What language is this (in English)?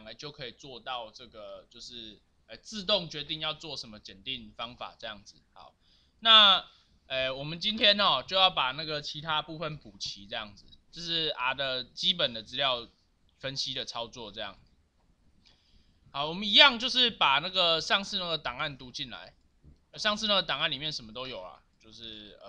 Chinese